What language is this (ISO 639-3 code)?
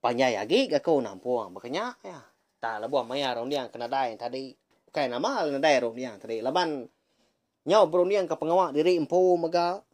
iba